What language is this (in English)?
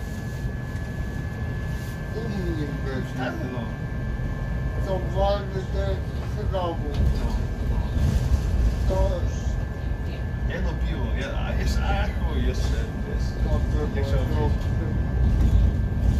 Polish